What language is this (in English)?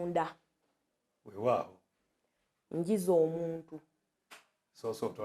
Ganda